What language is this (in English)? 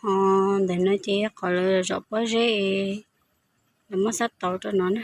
Hmong